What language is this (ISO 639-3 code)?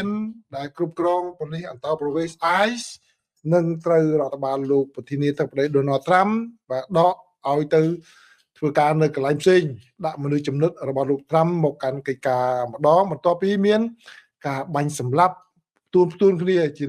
khm